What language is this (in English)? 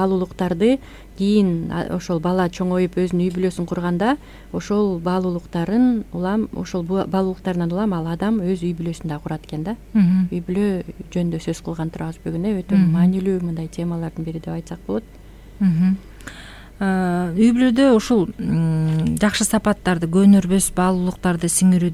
Kyrgyz